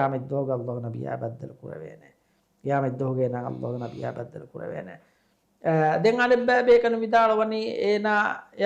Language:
Divehi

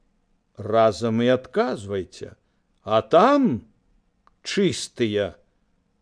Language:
Belarusian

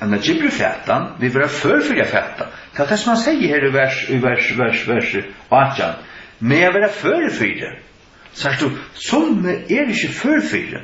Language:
Faroese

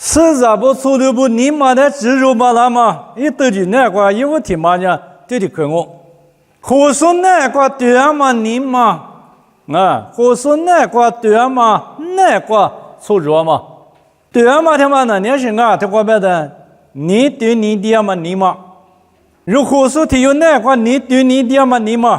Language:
Lisu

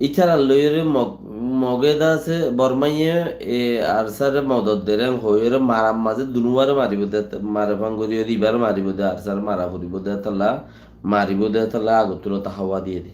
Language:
Rohingya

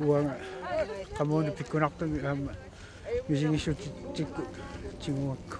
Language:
Kalaallisut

